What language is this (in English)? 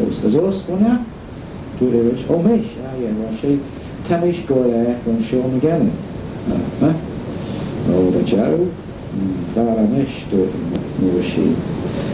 Manx